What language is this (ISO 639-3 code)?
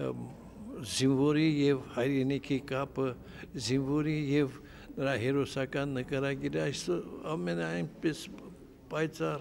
hye